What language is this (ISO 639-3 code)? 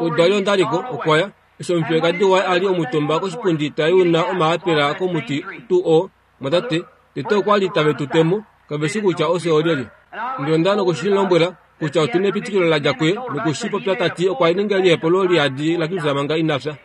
kua